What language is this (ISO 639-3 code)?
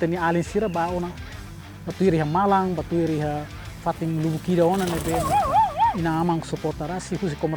tet